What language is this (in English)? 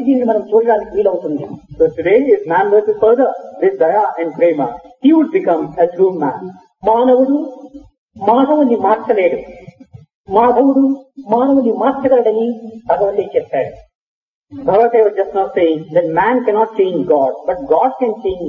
Telugu